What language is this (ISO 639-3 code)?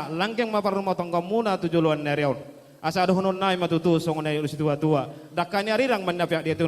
bbc